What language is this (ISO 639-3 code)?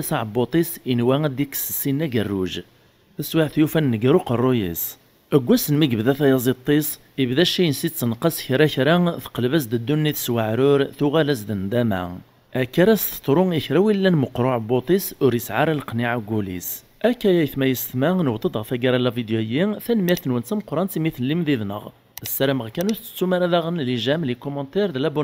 kab